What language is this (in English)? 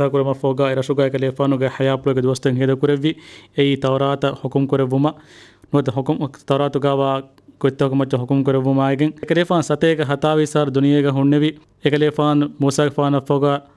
Divehi